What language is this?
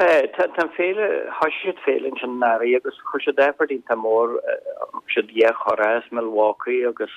Irish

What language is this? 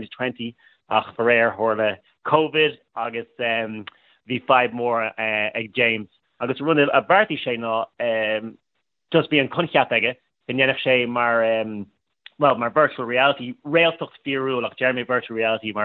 Irish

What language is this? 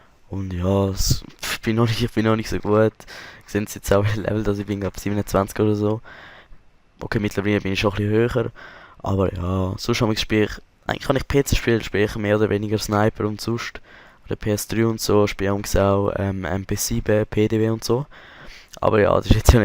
Swiss German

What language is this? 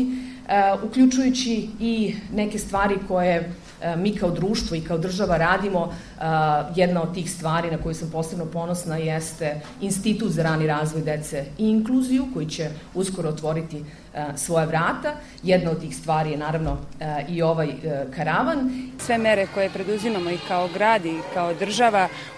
Serbian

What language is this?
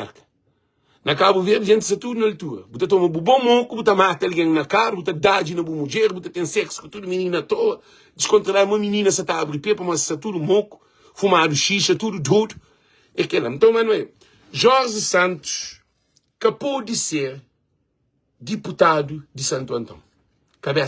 Kabuverdianu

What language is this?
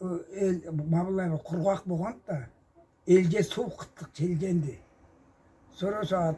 Karachay-Balkar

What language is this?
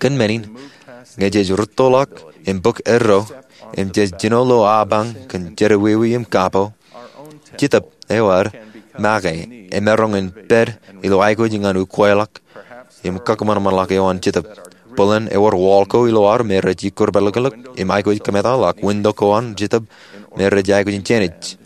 Marshallese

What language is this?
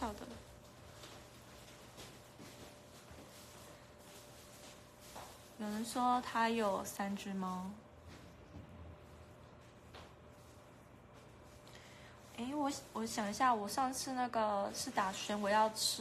Chinese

